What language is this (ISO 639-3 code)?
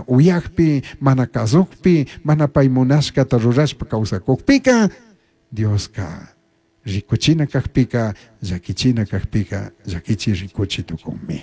qug